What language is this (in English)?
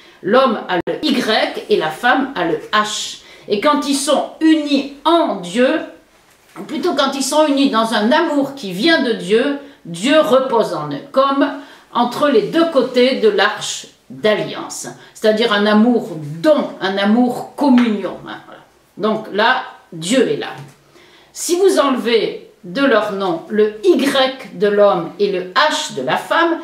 French